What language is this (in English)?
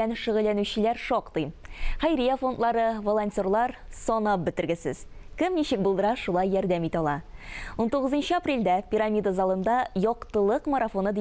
Tatar